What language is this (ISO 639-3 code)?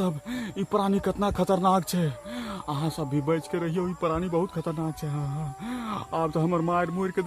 mai